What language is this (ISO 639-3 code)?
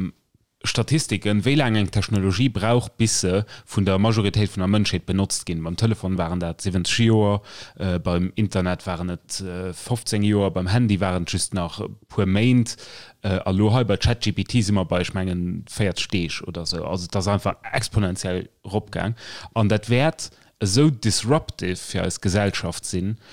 ltz